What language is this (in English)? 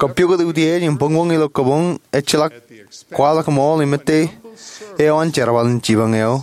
Marshallese